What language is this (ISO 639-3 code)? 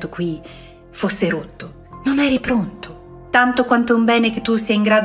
ita